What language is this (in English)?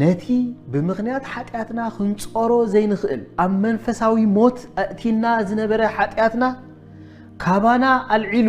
Tigrinya